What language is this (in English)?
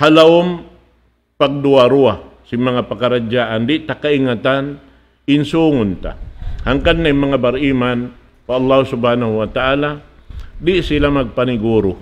Tausug